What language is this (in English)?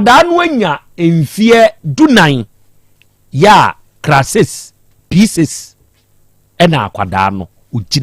Akan